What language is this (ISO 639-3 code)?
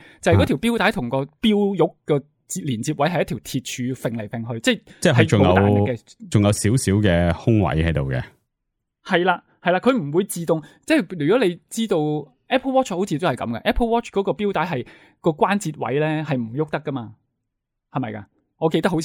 yue